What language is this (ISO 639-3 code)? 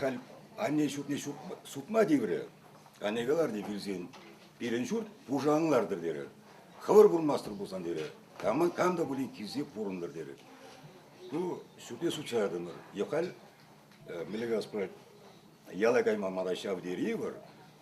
chv